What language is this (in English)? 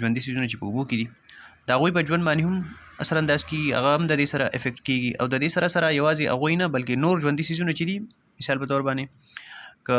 Pashto